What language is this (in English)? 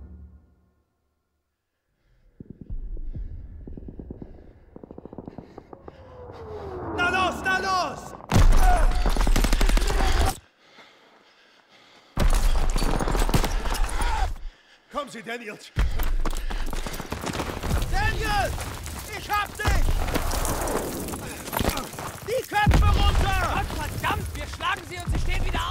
German